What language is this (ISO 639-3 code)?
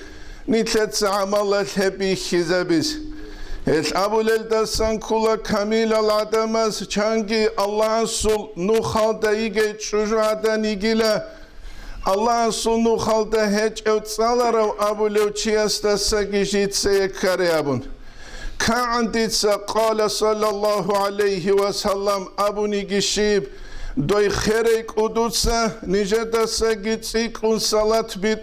ava